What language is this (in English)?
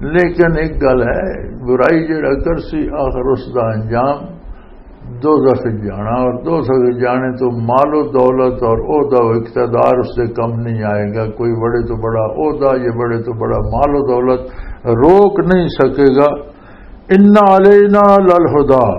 Western Panjabi